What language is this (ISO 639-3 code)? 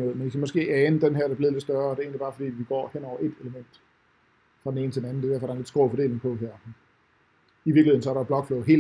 dan